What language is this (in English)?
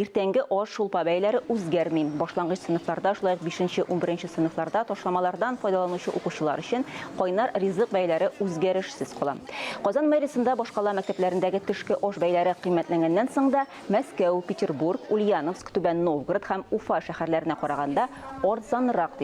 Tatar